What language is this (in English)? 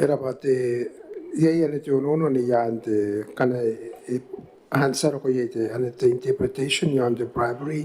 Gilbertese